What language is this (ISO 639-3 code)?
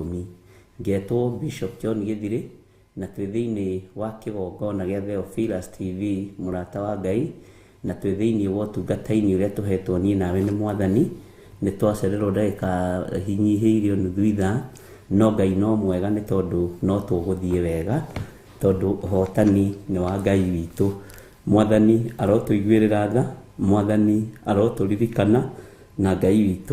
kik